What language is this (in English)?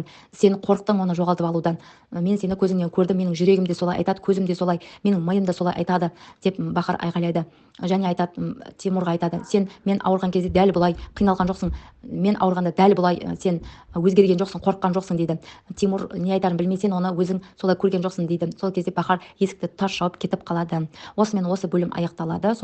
Kazakh